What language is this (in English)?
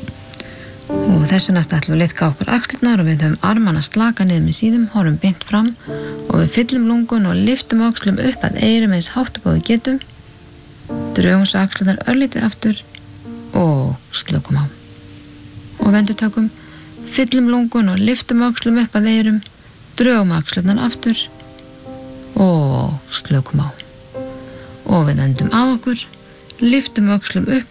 Icelandic